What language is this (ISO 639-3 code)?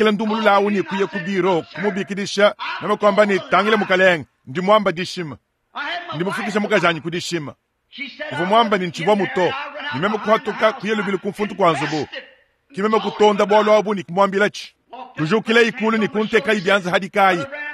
lua